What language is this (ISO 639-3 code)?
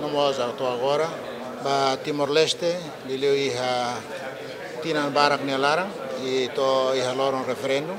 tet